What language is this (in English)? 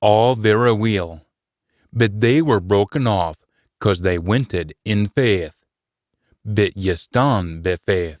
Scots